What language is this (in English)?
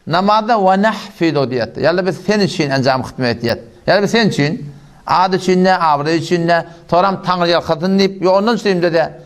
Turkmen